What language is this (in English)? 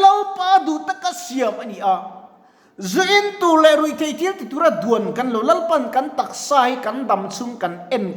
Mizo